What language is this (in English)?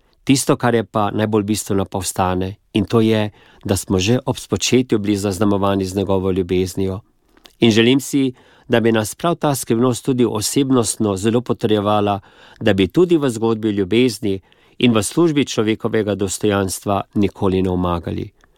Slovenian